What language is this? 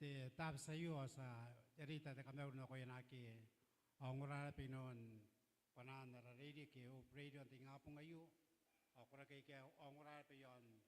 Gilbertese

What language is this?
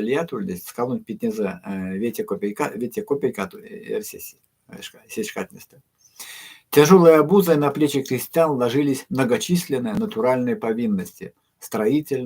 Erzya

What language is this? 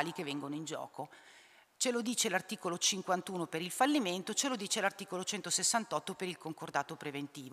Italian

